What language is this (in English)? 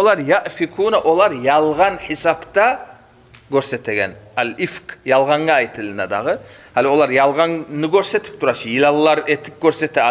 Kumyk